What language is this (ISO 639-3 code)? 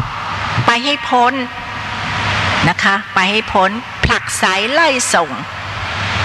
tha